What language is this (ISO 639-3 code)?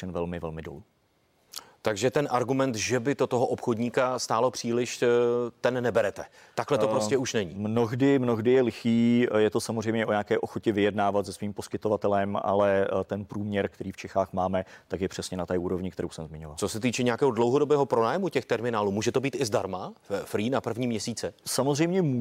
ces